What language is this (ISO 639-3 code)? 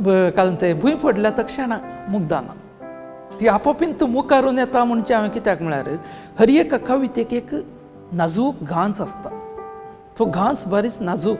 kok